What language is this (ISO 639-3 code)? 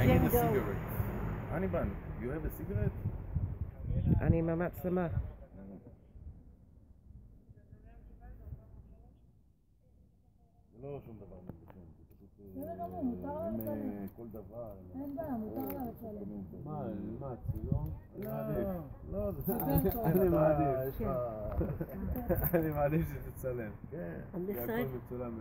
heb